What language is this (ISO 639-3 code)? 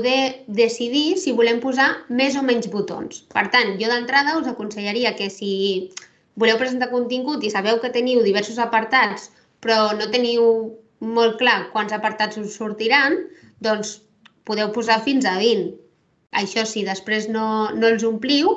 cat